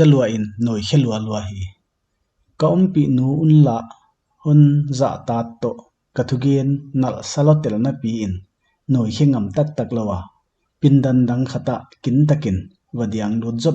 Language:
Paite Chin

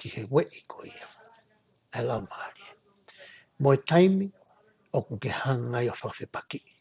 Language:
Tongan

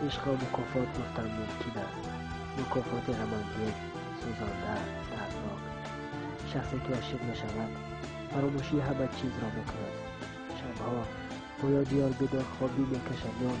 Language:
Tajik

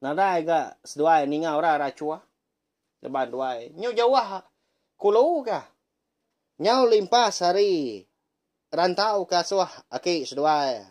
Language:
Iban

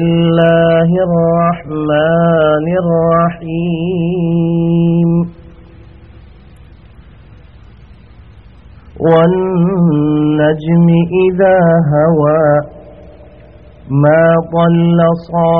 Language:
Urdu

